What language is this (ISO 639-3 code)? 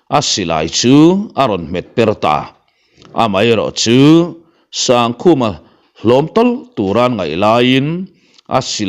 lus